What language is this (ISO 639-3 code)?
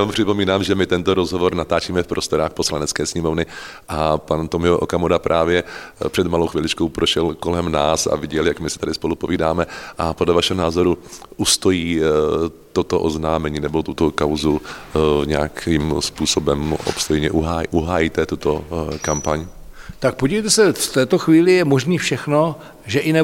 ces